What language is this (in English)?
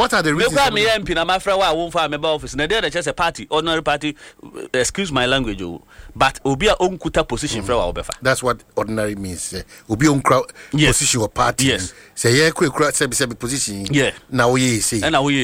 Akan